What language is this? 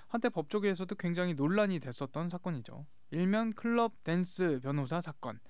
Korean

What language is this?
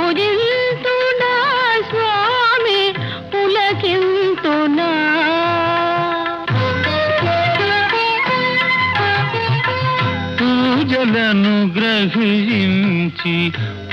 Telugu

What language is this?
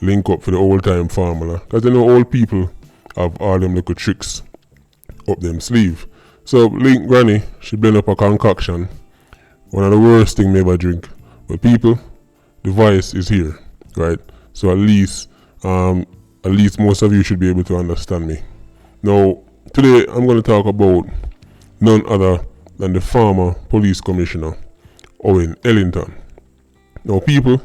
Jamaican Creole English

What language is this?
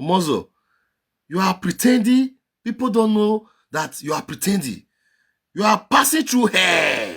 Nigerian Pidgin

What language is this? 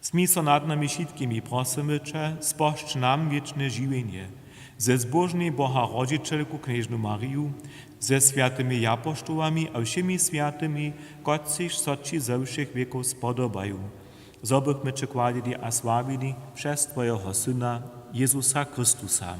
Upper Sorbian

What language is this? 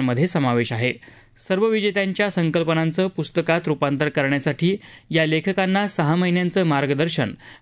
Marathi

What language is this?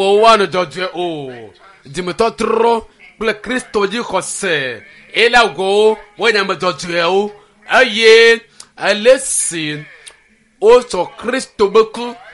Ewe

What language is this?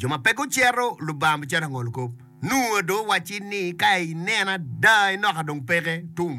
Acoli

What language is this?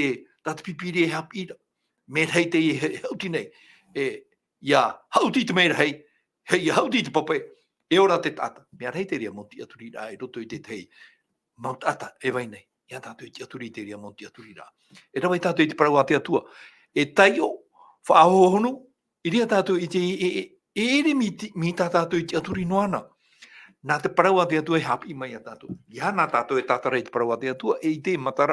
Tahitian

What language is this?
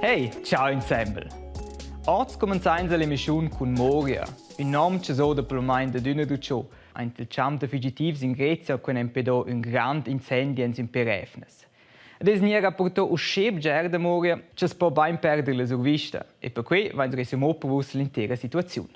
Romansh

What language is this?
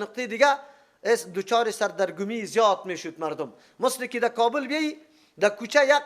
Persian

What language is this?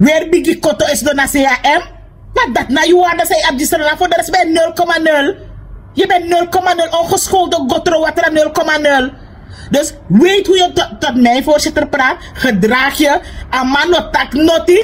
Sranan Tongo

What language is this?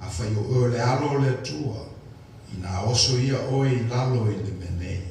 Samoan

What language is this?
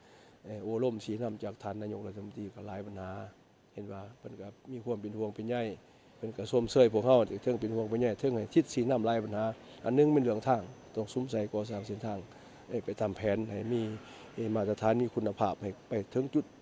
Lao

